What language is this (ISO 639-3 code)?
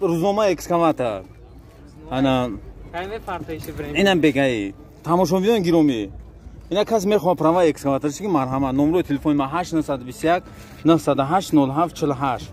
tgk